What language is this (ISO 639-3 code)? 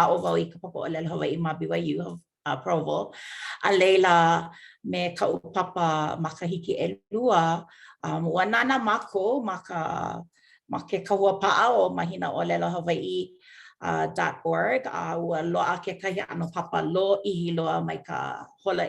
haw